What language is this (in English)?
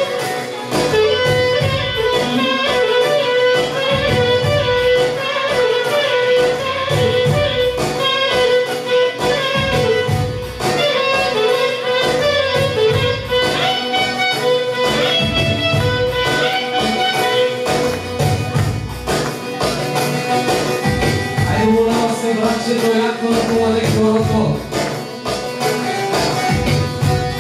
Bulgarian